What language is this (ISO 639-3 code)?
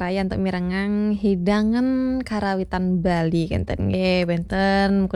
ban